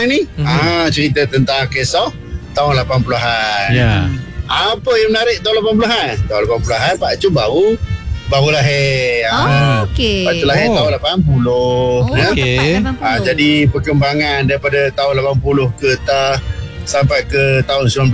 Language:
Malay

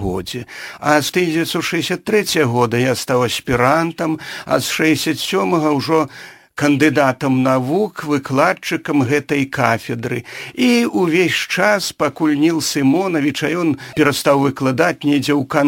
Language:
Belarusian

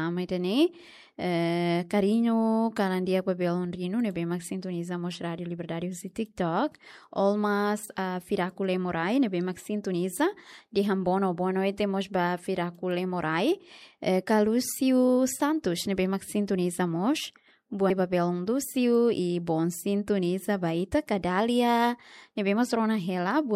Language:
Tetum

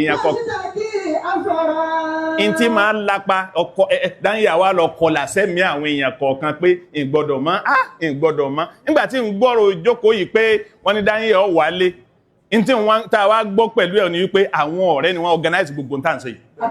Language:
Yoruba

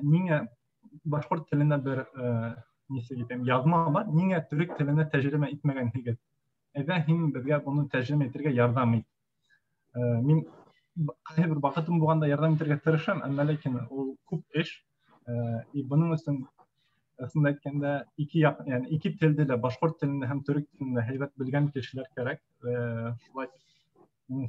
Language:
Bashkir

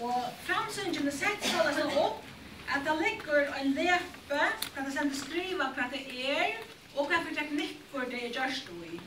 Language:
Faroese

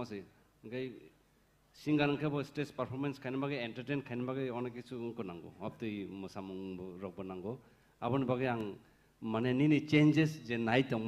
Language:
Kok Borok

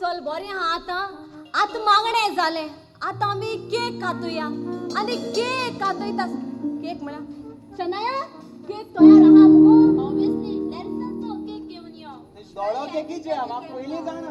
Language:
Konkani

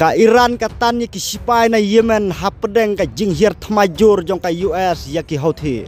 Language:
Khasi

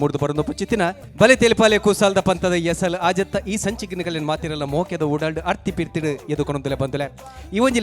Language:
Tulu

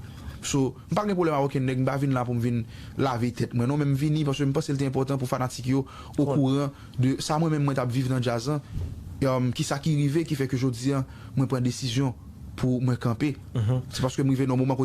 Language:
Haitian Creole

